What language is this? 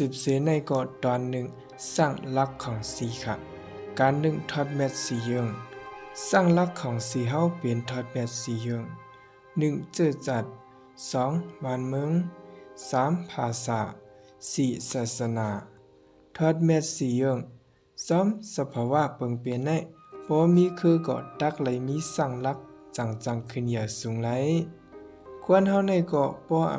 Shan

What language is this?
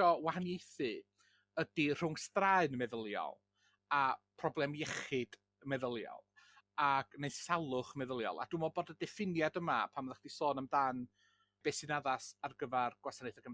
Welsh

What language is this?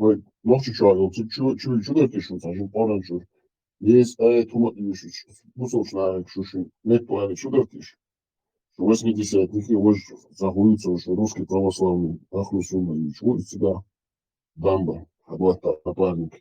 Chechen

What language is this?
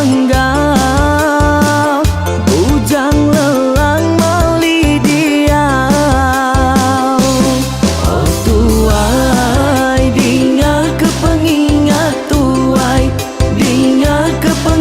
Iban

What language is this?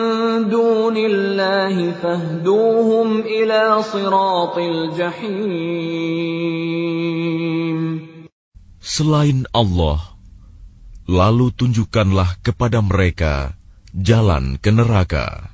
Indonesian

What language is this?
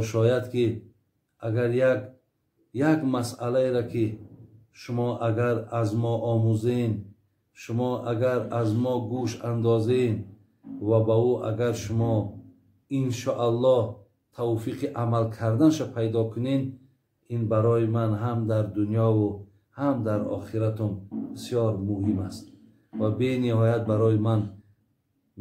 Tajik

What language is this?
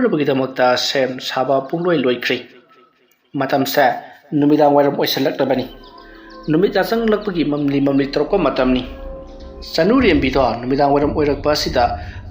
Manipuri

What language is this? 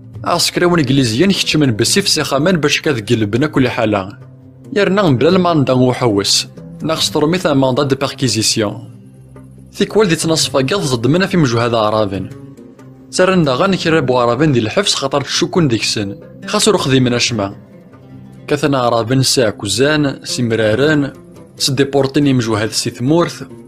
Kabyle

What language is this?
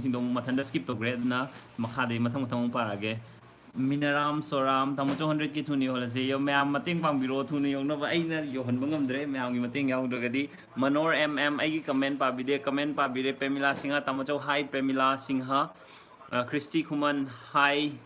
Manipuri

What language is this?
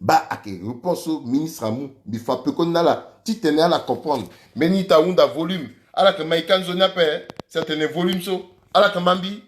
Sango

